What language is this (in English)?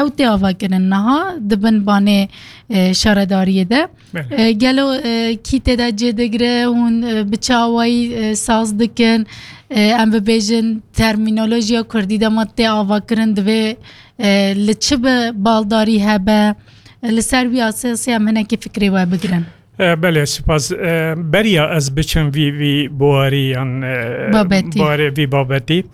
Kurdish